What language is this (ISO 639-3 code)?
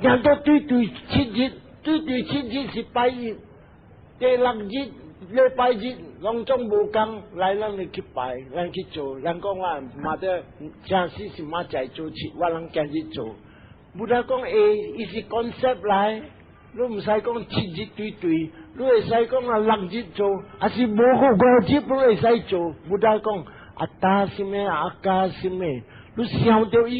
nan